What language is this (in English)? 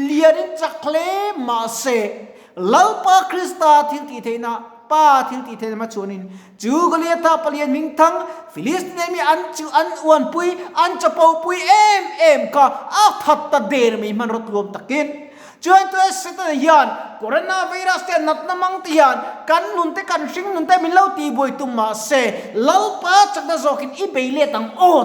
Mizo